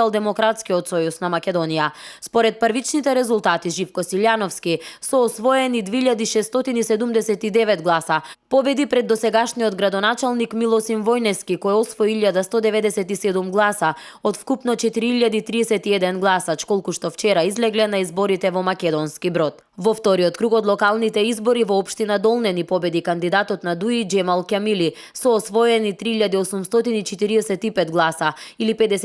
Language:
Macedonian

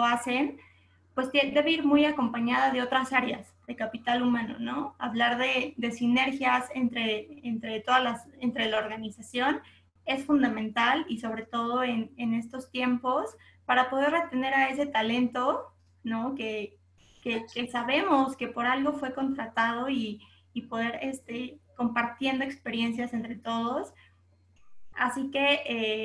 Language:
Spanish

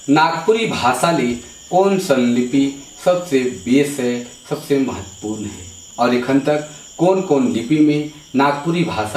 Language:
Sadri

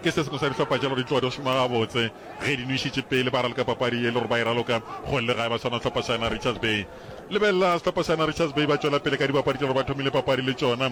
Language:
Northern Sotho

